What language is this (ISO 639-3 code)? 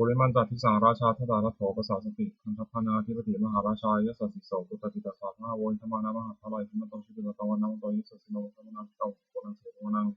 pli